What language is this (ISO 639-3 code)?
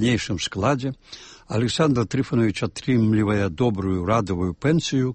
bel